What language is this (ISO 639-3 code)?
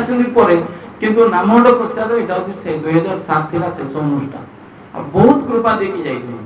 ori